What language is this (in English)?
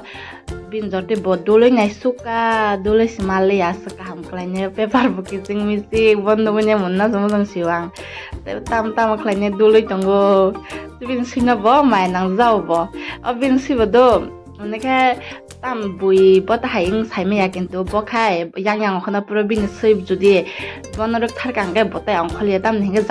Kok Borok